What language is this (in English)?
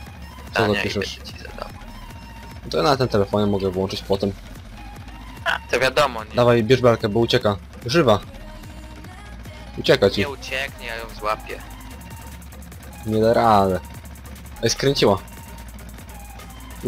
Polish